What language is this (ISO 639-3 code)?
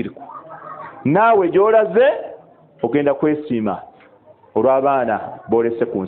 lug